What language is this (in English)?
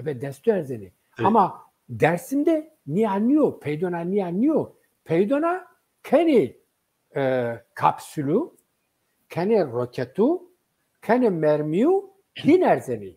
Zaza